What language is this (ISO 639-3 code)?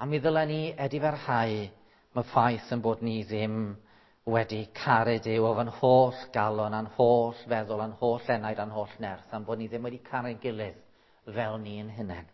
cym